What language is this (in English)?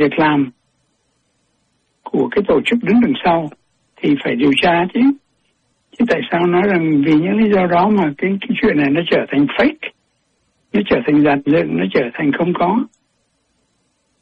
Vietnamese